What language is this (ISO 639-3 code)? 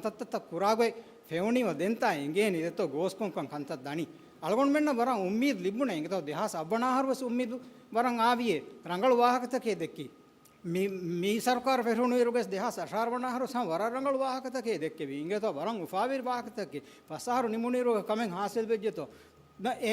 div